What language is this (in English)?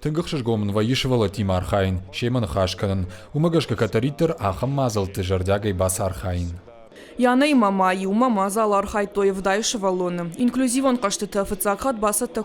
Ossetic